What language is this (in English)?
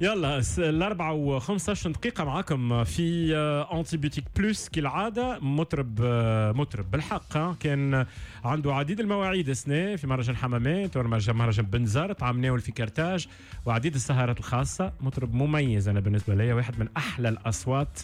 Tunisian Arabic